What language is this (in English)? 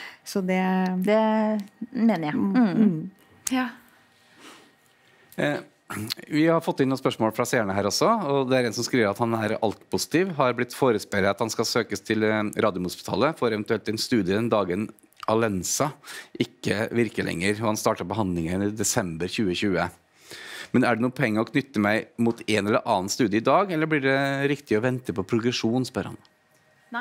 Norwegian